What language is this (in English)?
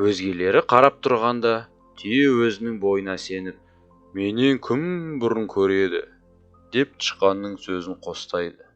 Kazakh